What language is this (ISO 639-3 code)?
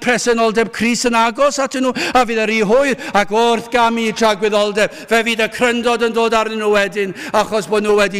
cym